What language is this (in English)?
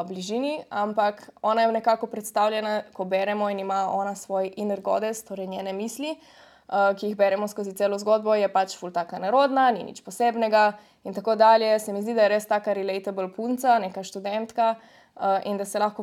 Slovenian